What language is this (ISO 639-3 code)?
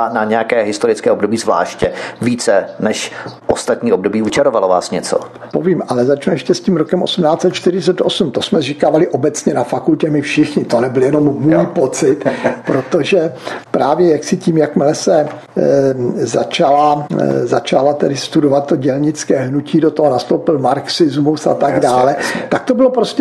ces